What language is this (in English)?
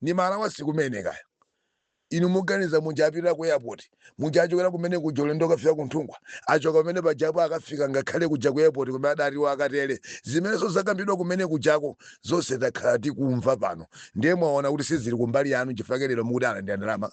Nyanja